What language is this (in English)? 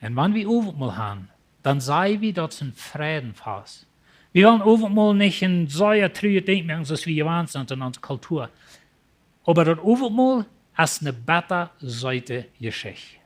Plautdietsch